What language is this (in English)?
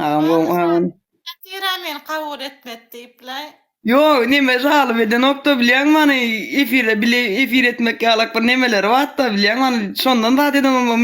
Turkmen